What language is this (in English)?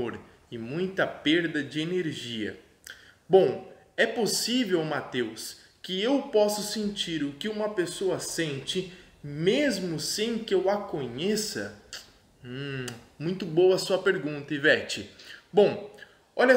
Portuguese